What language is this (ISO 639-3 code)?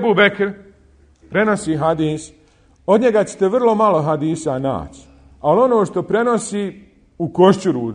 bos